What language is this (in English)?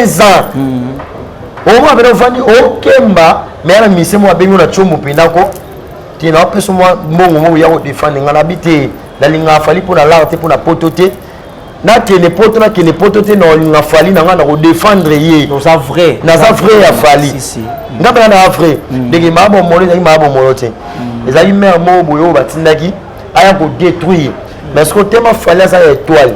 Lingala